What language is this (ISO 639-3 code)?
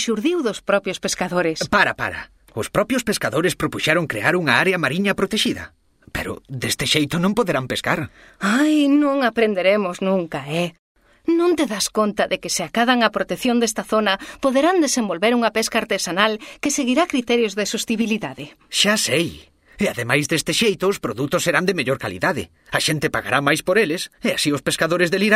glg